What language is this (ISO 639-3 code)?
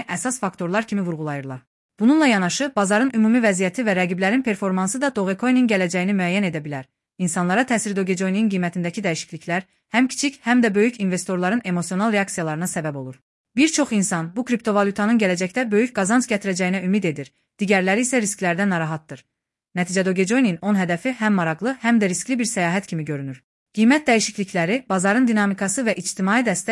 aze